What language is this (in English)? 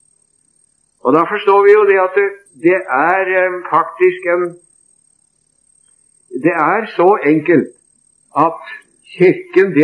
Norwegian